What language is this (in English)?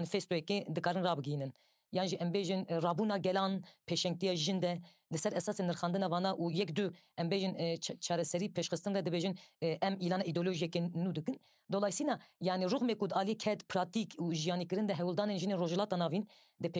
Kurdish